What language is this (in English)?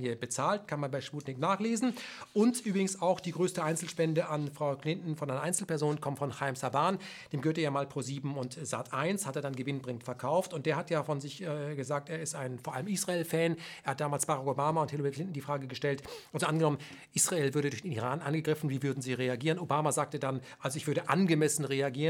German